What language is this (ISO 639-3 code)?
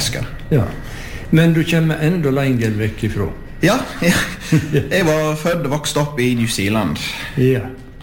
nor